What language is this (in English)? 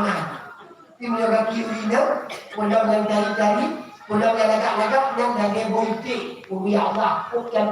Achinese